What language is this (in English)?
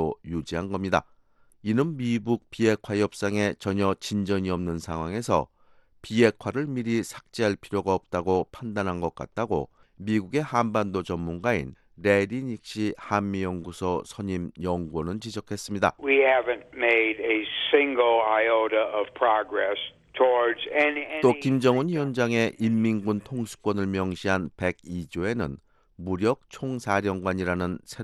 Korean